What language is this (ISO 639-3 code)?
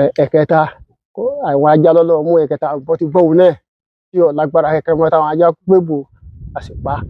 yor